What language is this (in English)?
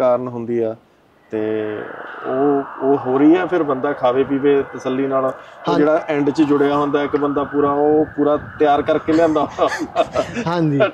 Punjabi